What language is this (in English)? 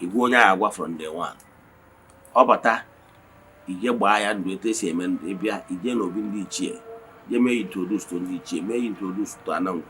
Igbo